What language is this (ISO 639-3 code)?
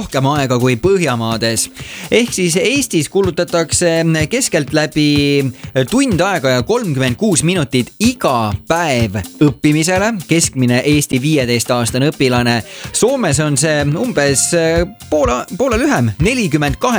est